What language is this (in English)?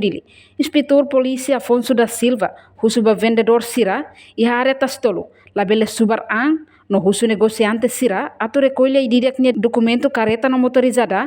Tetum